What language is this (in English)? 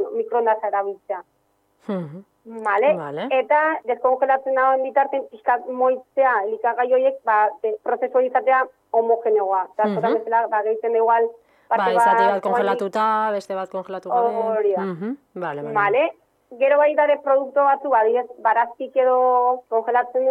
Basque